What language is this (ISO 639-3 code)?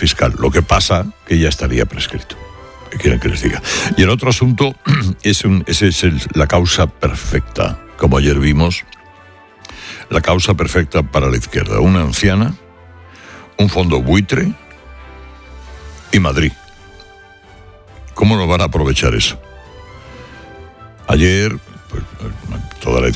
spa